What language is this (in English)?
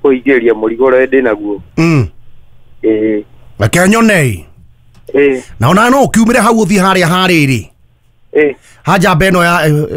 Kikuyu